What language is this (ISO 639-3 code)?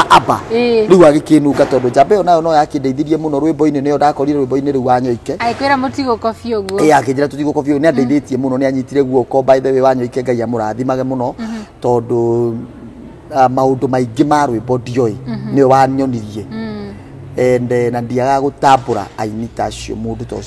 kik